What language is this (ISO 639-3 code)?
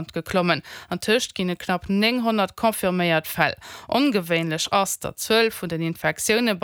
ltz